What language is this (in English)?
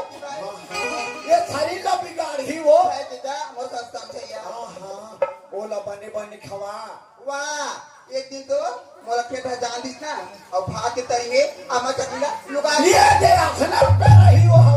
Chhattisgarhi